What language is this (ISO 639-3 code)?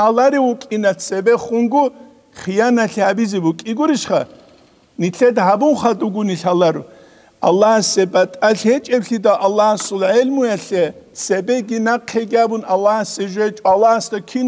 ava